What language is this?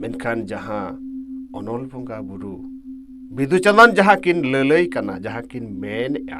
Santali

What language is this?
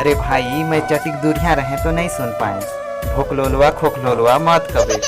Chhattisgarhi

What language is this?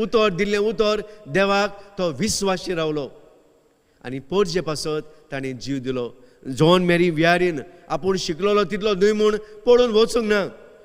Konkani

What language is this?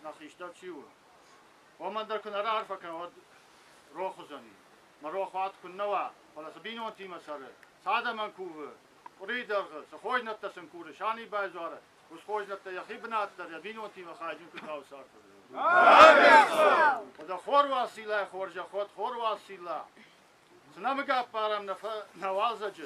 Ossetic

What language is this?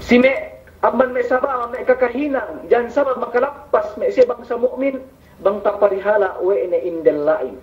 Yakan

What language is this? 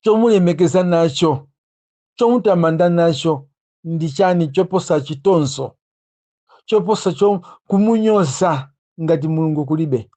Nyanja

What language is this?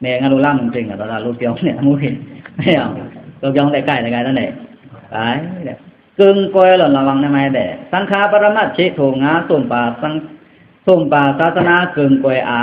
Pa'o Karen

